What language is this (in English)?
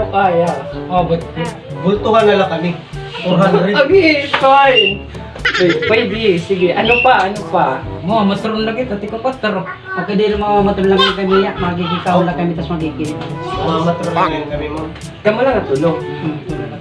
Waray